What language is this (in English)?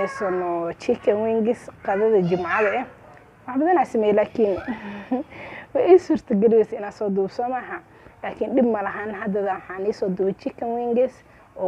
Somali